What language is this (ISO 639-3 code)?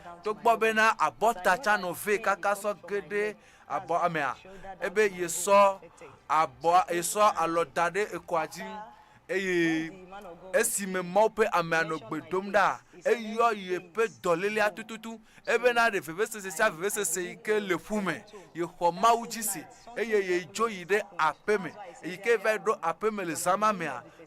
ewe